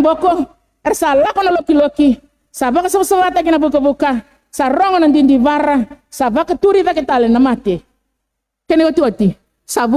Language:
Fijian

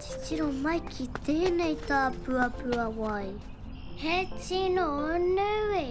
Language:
Māori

